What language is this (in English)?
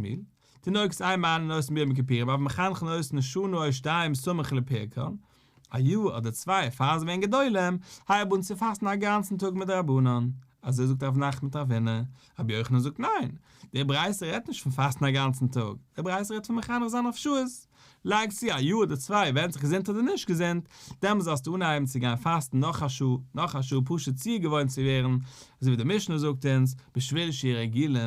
Yiddish